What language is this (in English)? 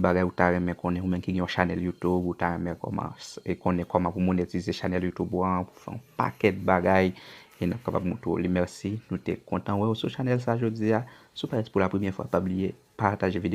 Haitian Creole